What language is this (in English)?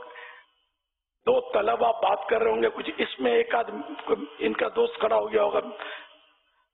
Urdu